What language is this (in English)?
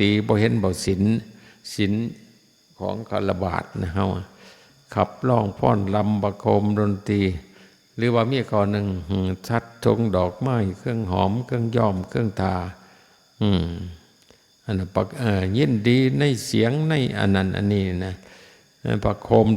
Northeastern Thai